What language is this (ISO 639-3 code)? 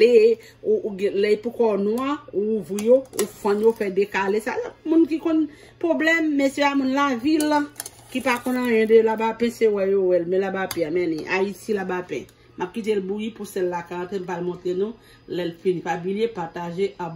hat